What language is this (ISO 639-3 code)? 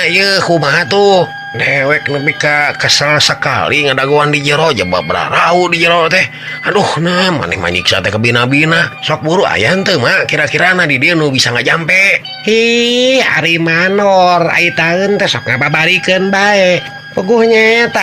sun